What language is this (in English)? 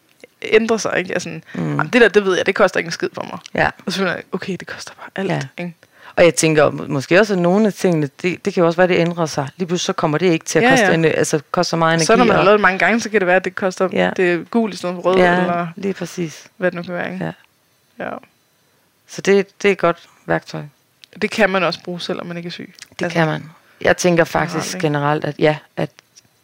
Danish